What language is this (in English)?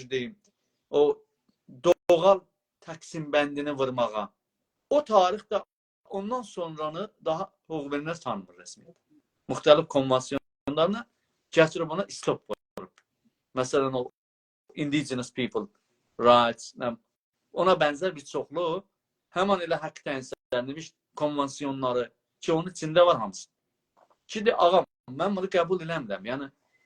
South Azerbaijani